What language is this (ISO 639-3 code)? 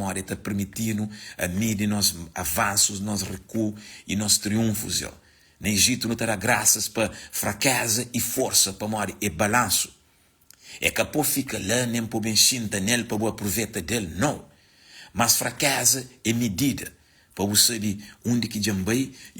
kea